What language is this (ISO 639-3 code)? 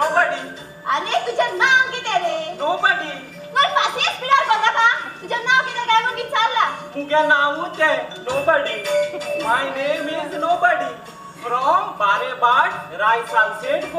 kok